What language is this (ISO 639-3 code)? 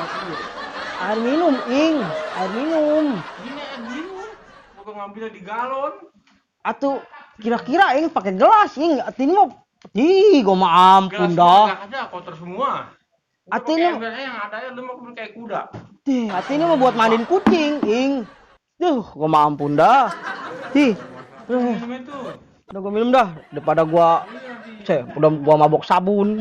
bew